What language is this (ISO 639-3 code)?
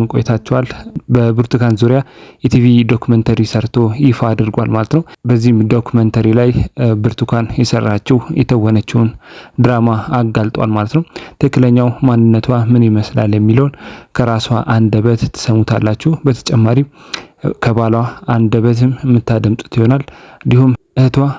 amh